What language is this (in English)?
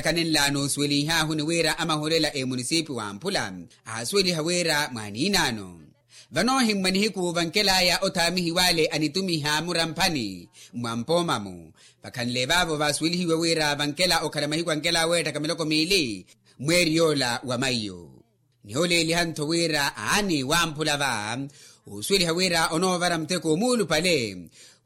Makhuwa